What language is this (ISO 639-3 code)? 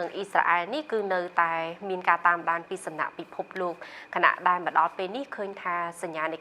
khm